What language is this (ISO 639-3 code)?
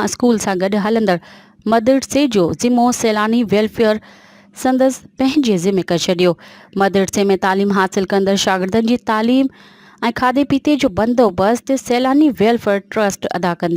snd